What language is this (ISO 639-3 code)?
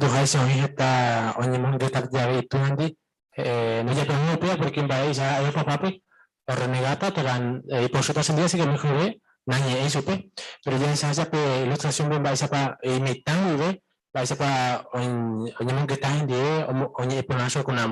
grn